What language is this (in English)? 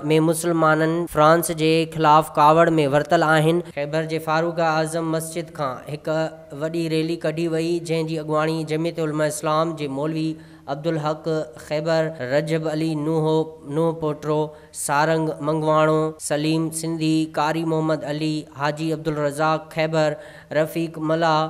Sindhi